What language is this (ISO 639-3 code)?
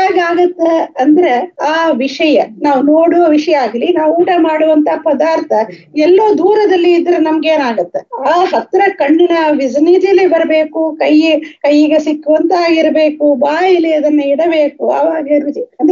kan